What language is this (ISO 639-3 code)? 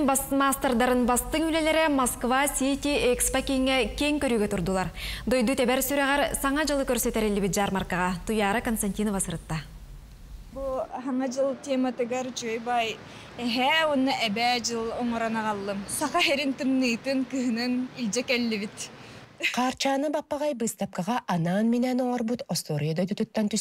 sah